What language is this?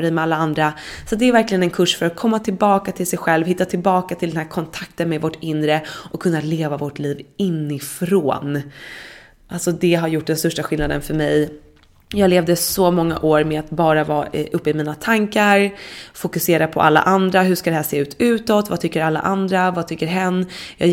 Swedish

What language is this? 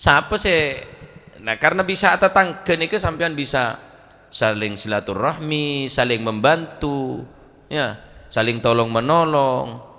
Madurese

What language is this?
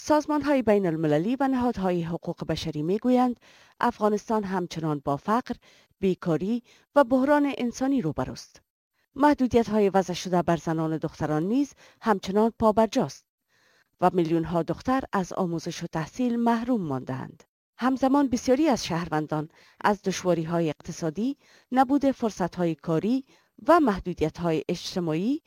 Persian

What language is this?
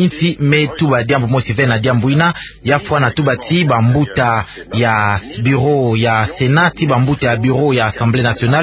Kituba (Democratic Republic of Congo)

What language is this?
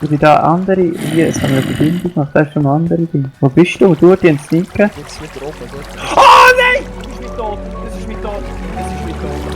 Swiss German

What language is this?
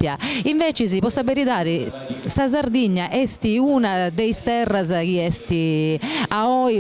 Sardinian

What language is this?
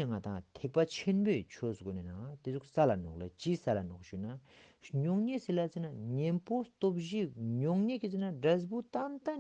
Ladakhi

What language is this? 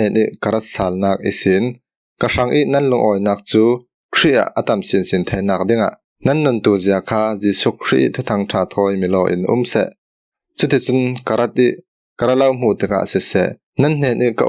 Falam Chin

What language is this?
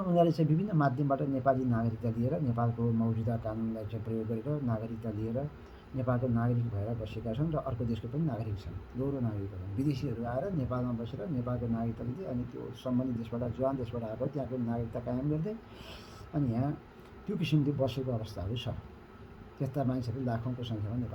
Nepali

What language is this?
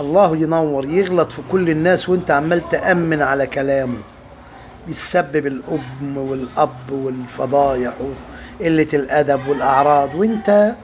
Egyptian Arabic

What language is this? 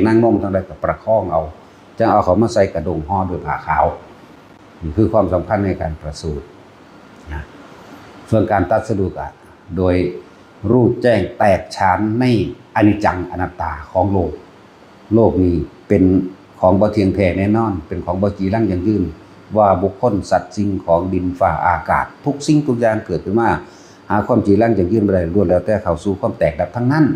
Northeastern Thai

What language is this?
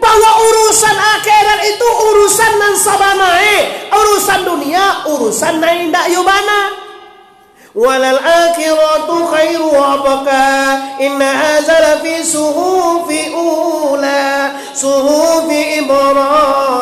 Minangkabau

